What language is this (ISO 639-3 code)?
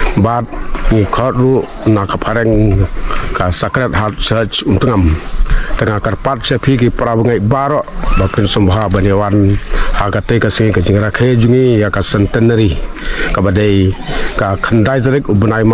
kha